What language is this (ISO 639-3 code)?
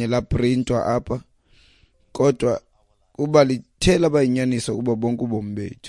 xho